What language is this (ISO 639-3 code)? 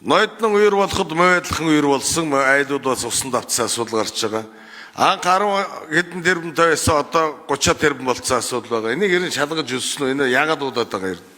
mon